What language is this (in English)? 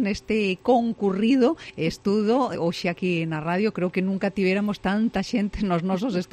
Galician